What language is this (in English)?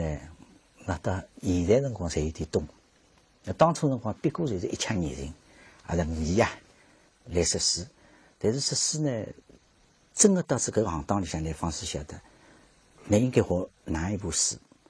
Wu Chinese